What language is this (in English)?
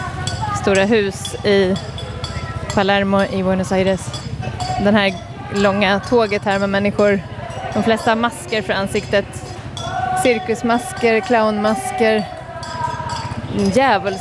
Swedish